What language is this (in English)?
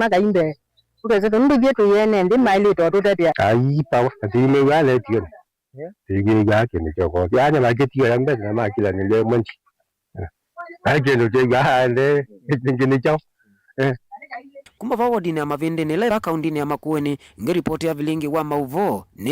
Kamba